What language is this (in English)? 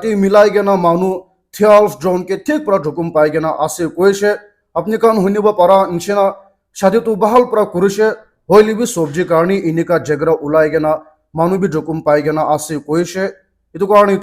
Naga Pidgin